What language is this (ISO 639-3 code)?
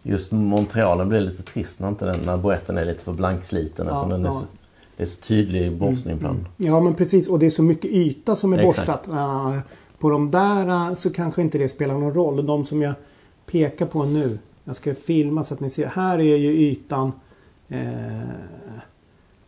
swe